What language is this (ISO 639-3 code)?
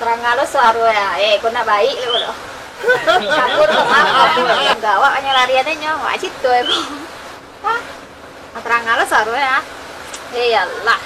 min